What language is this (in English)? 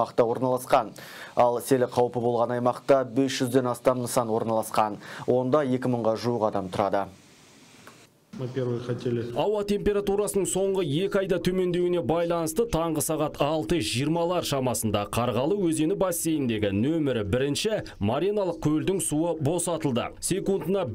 Kazakh